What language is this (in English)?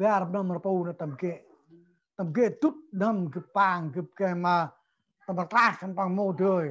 Central Mnong